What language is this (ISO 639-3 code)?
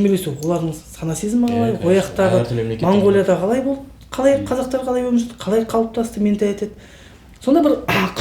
kaz